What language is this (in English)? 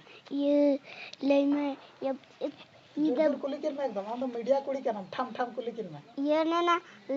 Santali